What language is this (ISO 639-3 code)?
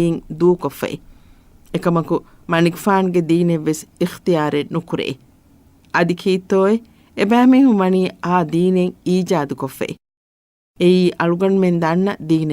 div